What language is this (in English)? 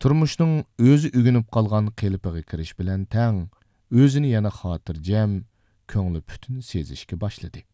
Uyghur